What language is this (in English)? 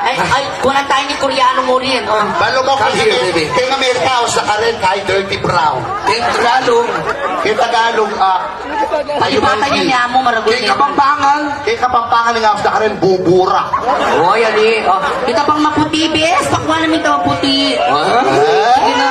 Pampanga